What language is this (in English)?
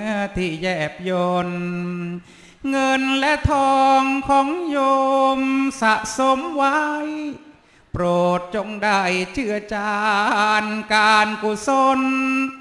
Thai